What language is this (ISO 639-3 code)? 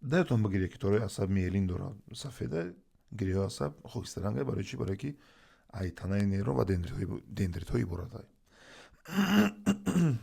tgk